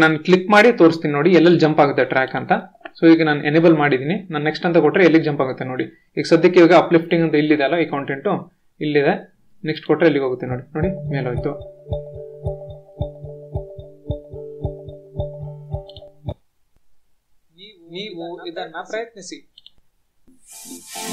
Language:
Kannada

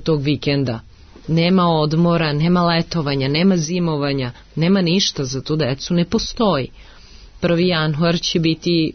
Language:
Serbian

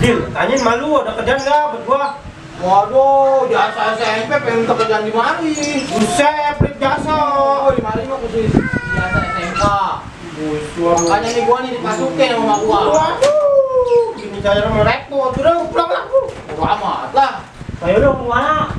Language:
Betawi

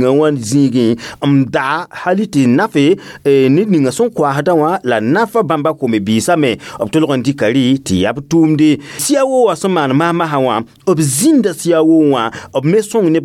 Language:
Mossi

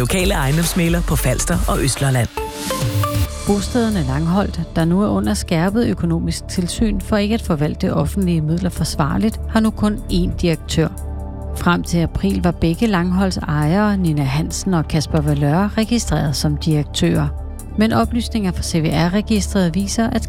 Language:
Danish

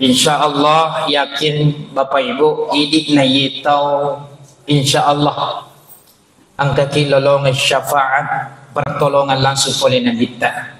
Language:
Buginese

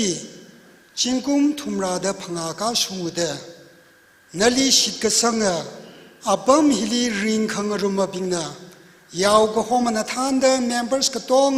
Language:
Tangkhul Naga (India)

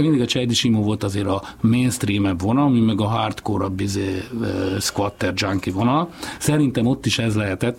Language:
Hungarian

